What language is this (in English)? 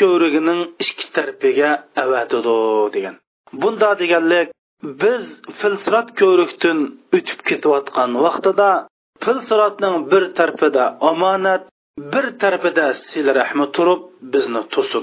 Uyghur